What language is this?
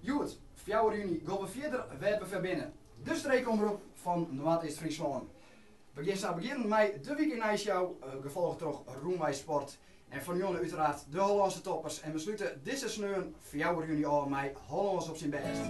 Western Frisian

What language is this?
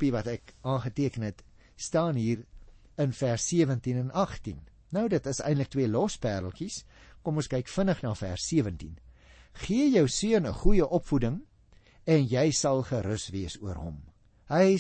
Afrikaans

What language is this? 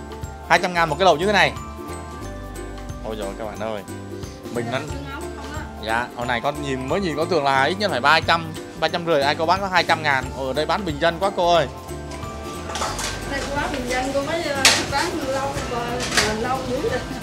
Vietnamese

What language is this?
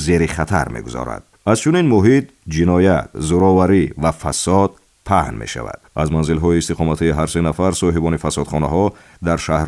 Tajik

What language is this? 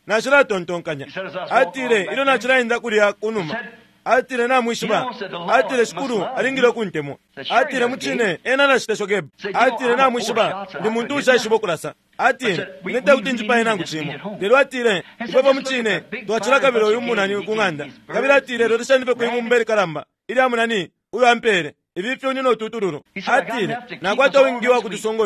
Bemba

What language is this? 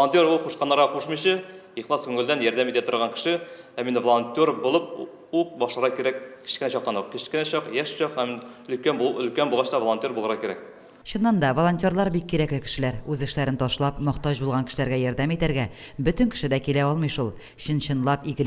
Tatar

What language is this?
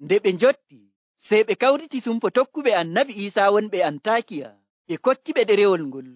Nigerian Fulfulde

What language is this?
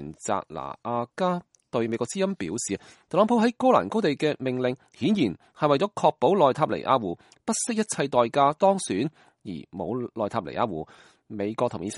Cantonese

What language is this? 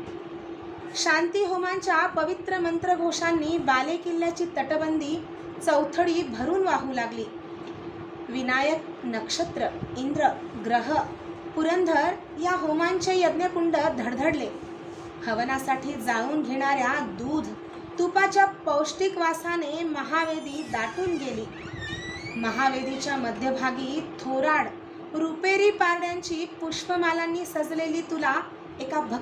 Marathi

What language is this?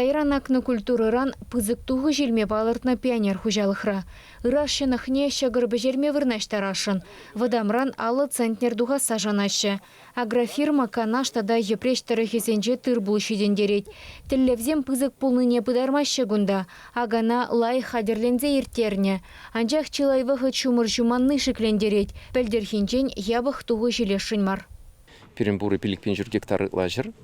Chuvash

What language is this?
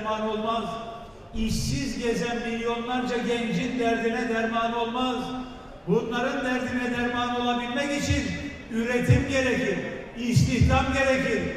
Turkish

